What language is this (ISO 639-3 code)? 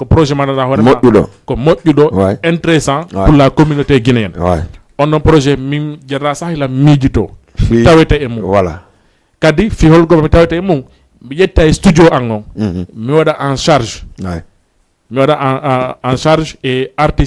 ful